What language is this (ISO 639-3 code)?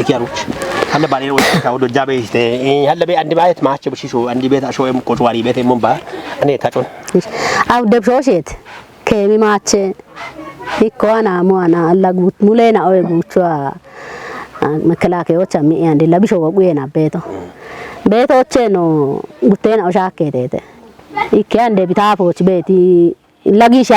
kbr